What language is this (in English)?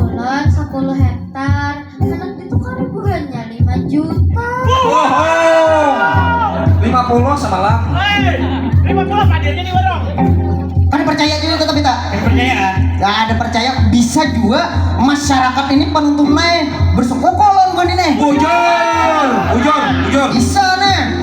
Banjar